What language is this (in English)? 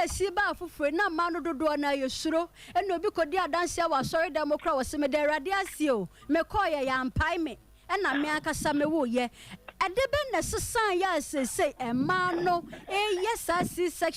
Akan